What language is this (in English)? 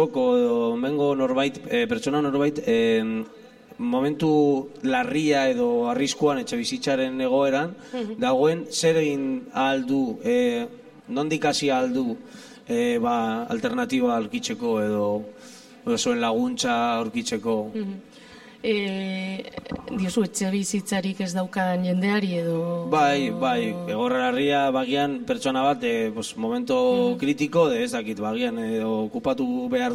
Basque